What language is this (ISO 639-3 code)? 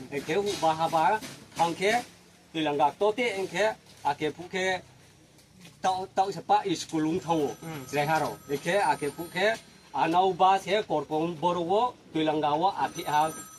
ria